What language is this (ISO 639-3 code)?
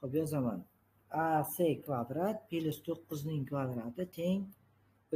uzb